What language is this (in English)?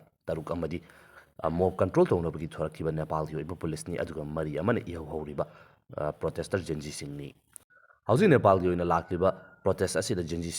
Manipuri